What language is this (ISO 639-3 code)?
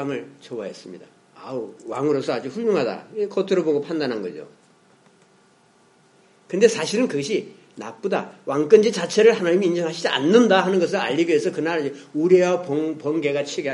kor